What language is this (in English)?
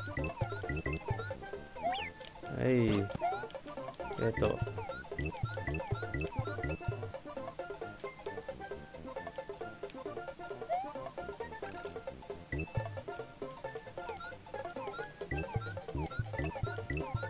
Spanish